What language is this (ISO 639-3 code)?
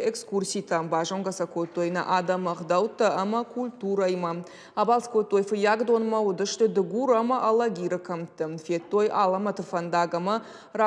oss